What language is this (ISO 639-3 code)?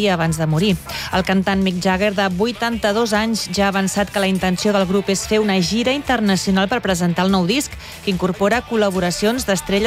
cat